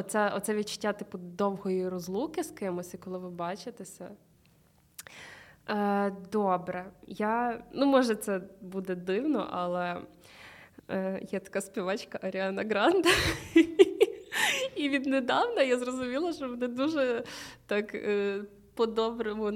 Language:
Ukrainian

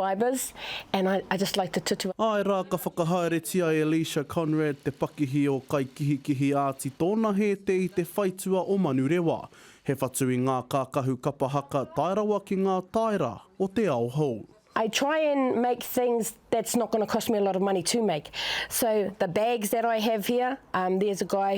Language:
Māori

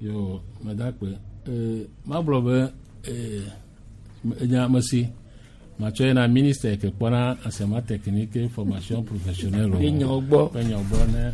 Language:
Gen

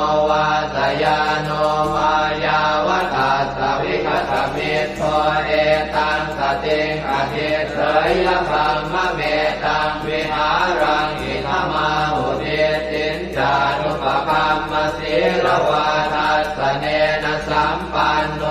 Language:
Pali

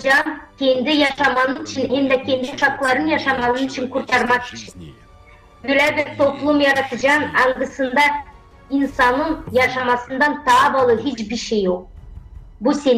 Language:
Gagauz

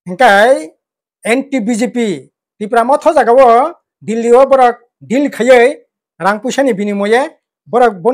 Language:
Kok Borok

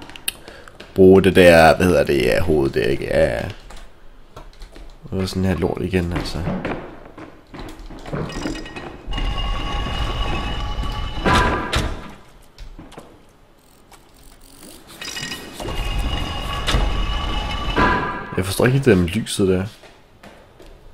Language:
Danish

